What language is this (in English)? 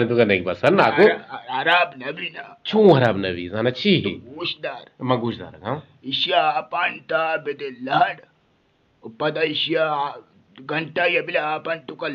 Eastern Balochi